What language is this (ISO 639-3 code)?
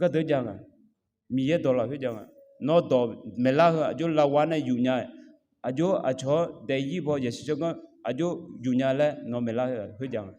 ahk